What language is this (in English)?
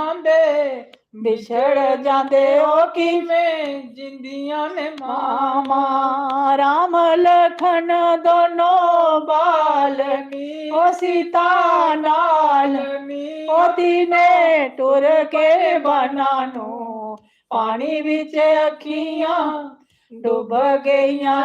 Dogri